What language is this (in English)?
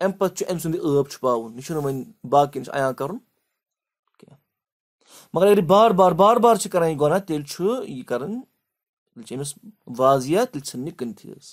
Kashmiri